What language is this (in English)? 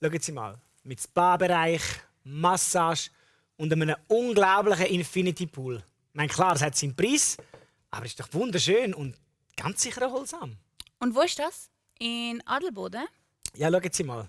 Swiss German